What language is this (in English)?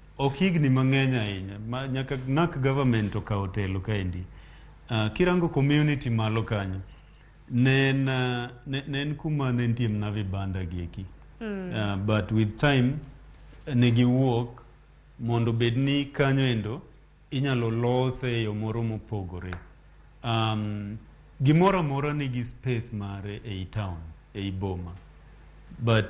Luo (Kenya and Tanzania)